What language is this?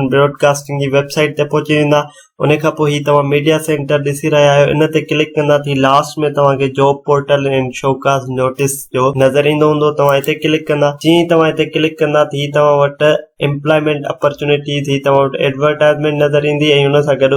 Sindhi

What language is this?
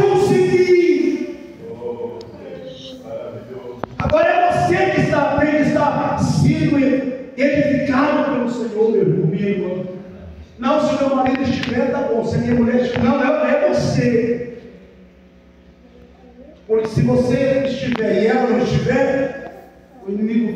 Portuguese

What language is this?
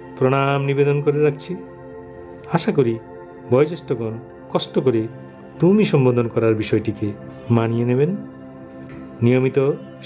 Bangla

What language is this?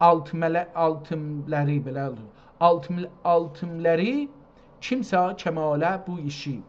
South Azerbaijani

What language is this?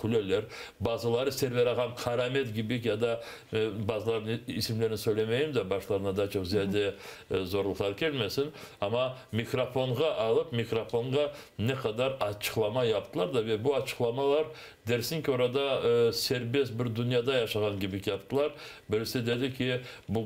Crimean Tatar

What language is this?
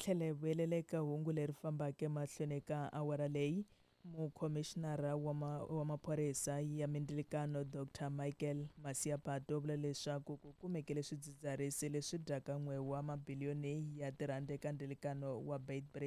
Tsonga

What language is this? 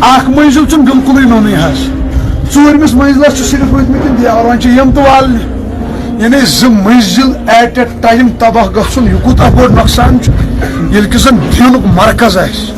Kashmiri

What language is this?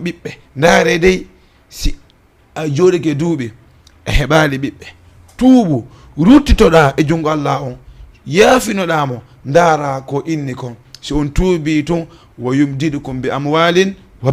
Fula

